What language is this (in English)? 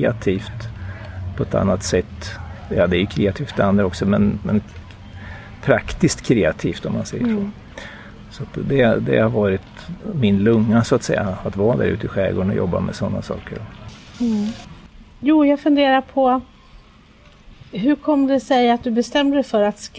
Swedish